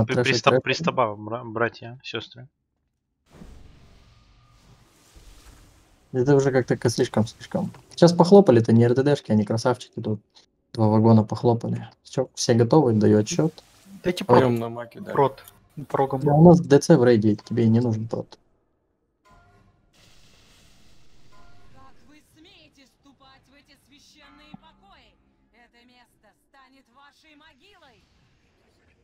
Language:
Russian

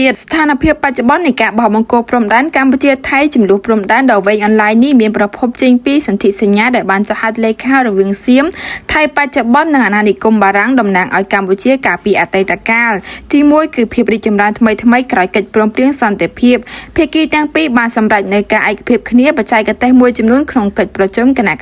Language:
Khmer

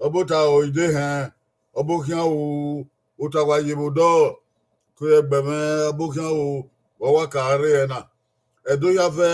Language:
Bini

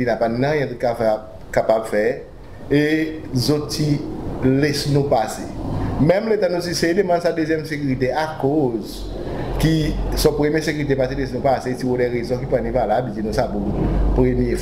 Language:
Seselwa Creole French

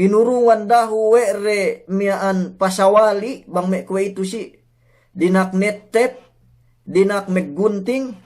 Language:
Yakan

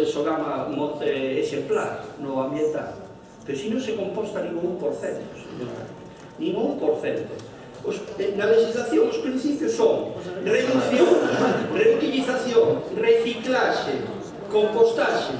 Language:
Galician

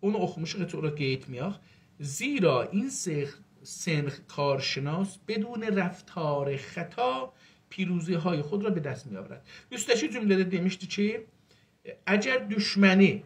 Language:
South Azerbaijani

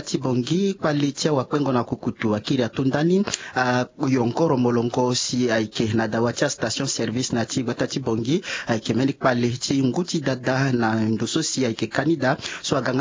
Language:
Sango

